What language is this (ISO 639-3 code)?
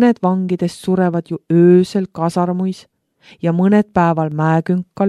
est